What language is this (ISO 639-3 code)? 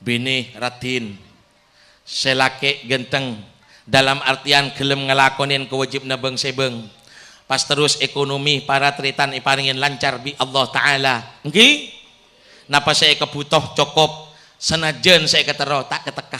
mad